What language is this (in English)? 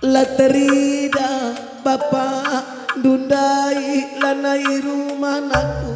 Batak Karo